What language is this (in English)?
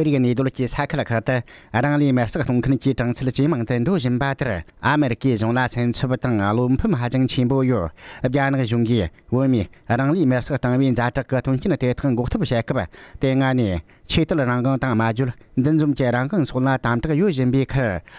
Tibetan